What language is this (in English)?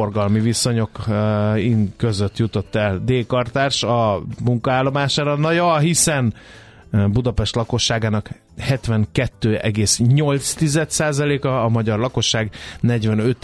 Hungarian